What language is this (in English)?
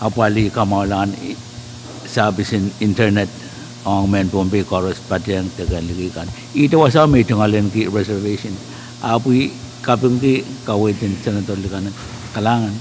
Pohnpeian